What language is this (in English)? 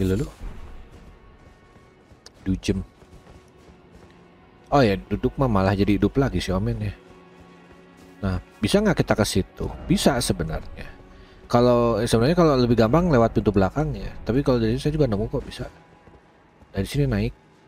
Indonesian